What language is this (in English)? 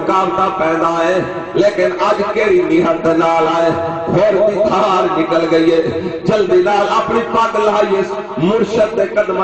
Saraiki